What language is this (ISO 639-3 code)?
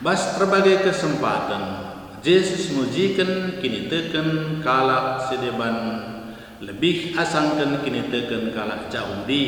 btx